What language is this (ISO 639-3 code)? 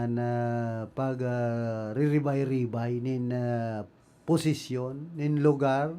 bik